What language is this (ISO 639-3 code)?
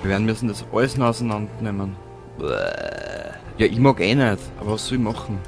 bar